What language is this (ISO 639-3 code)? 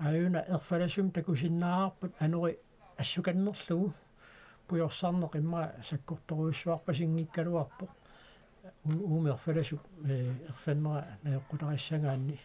kal